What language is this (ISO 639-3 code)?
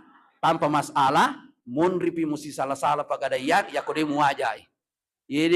bug